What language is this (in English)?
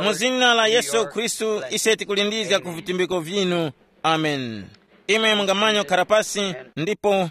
Tumbuka